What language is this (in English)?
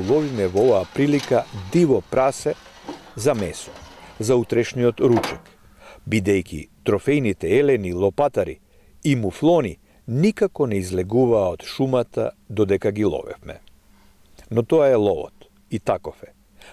Macedonian